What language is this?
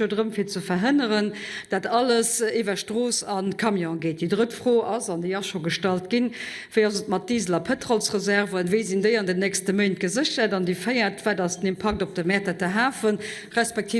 Luxembourgish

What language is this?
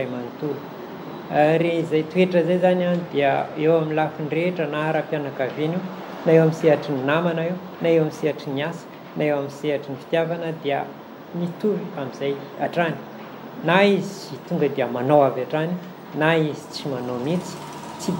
Malagasy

